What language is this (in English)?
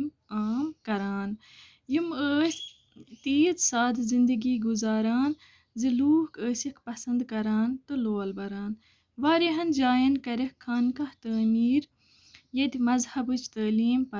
Kashmiri